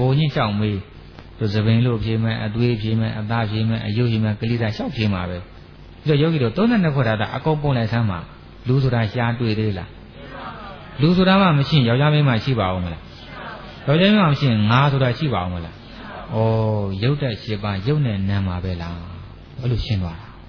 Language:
Burmese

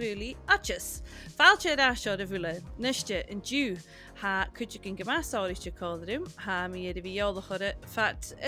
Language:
Scottish Gaelic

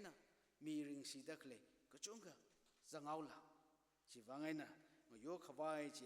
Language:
Tangkhul Naga (India)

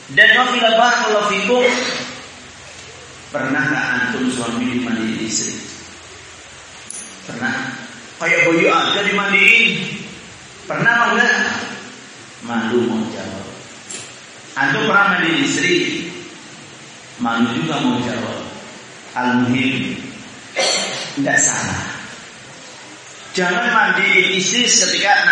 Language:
Indonesian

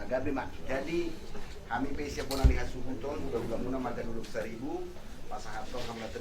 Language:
Batak Toba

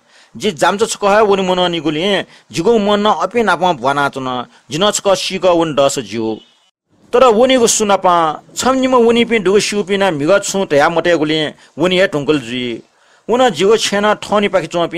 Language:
Newari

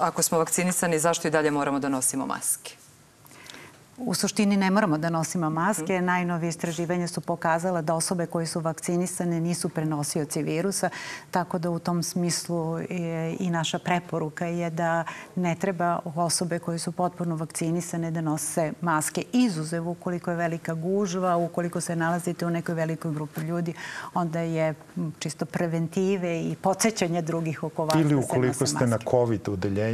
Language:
Serbian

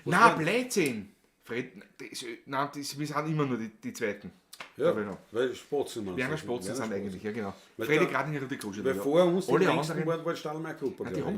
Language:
Bavarian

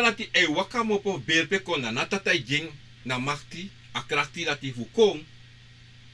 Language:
Sranan Tongo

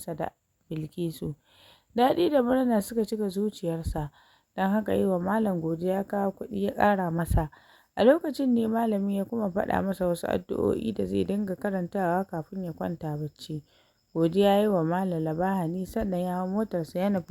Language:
Hausa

